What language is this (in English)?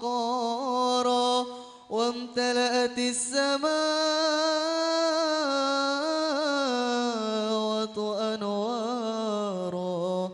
Madurese